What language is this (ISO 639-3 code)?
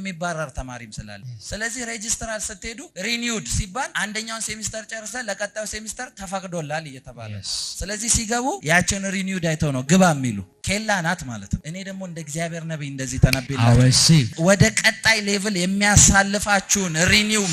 amh